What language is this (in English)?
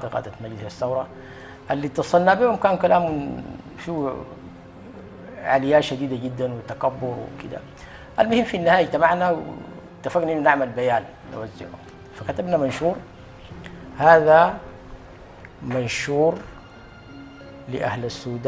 Sudanese Arabic